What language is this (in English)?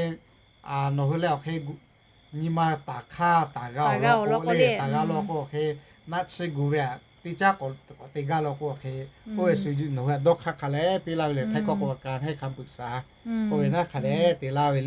Lahu